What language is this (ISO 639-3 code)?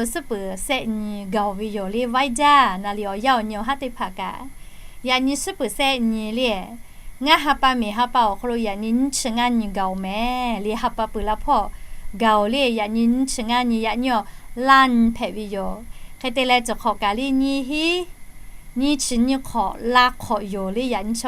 lhu